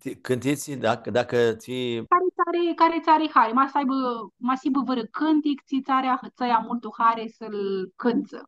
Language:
Aromanian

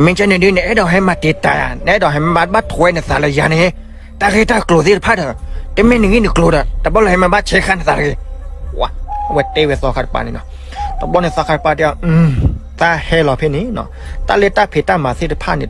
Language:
S'gaw Karen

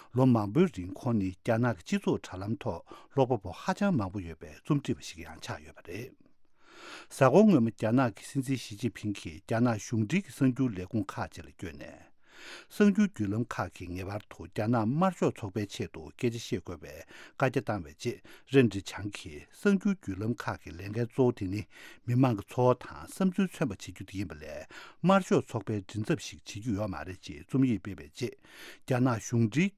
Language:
Tibetan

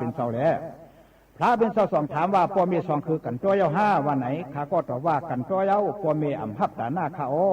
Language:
Shan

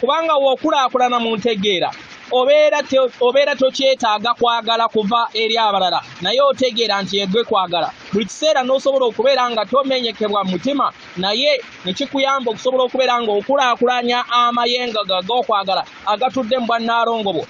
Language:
Ganda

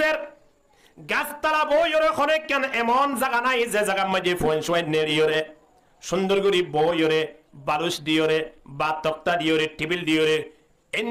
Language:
Rohingya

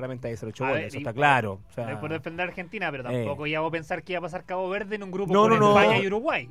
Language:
Spanish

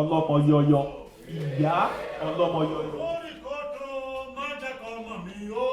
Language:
Yoruba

